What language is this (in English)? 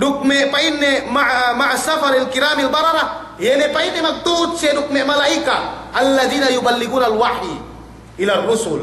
Yakan